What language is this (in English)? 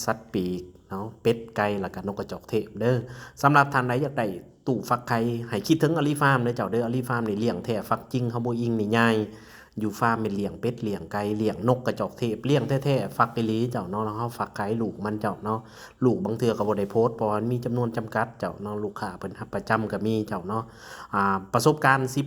Lao